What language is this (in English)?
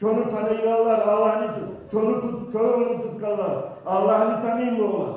Kumyk